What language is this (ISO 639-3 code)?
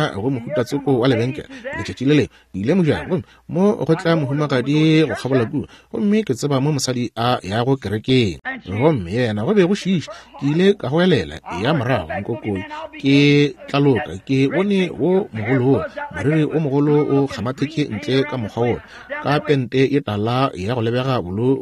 nso